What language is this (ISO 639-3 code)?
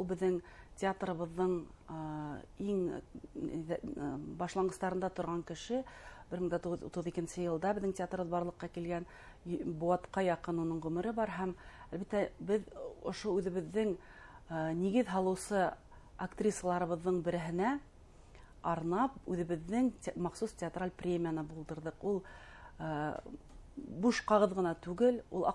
bak